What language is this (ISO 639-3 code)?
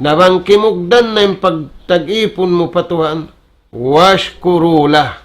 tsg